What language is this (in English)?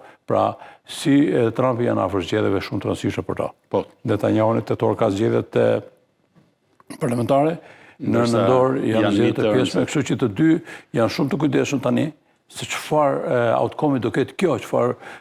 Albanian